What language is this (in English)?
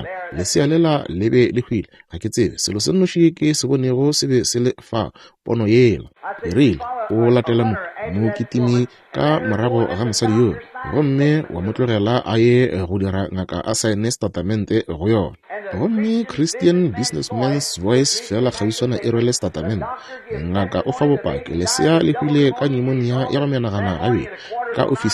Northern Sotho